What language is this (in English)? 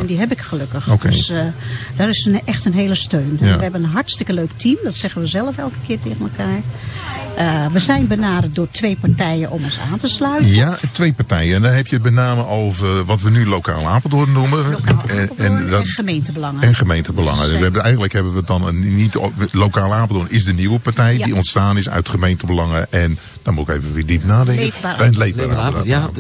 Dutch